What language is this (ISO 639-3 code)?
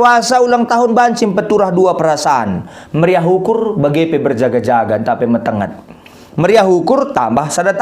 btx